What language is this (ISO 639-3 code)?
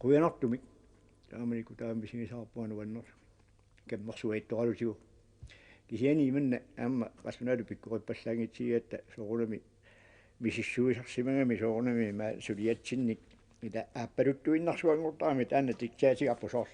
kal